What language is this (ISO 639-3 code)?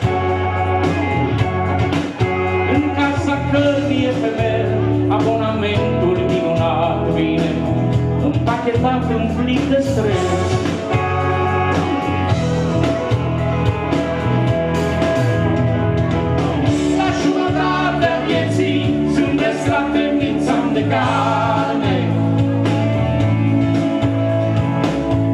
ron